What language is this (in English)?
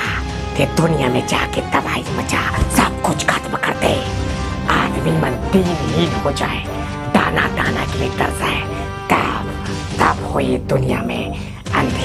Chhattisgarhi